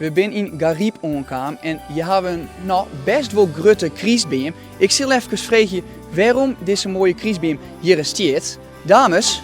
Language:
Western Frisian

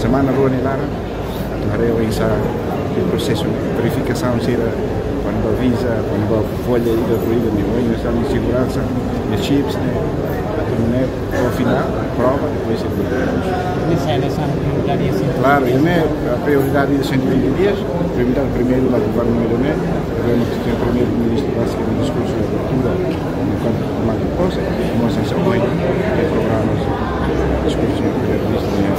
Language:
Tetum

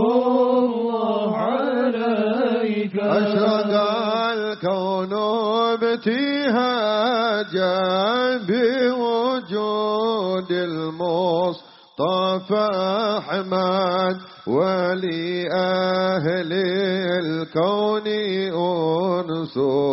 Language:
Javanese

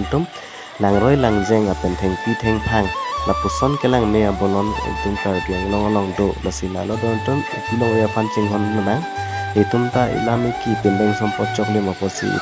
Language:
Karbi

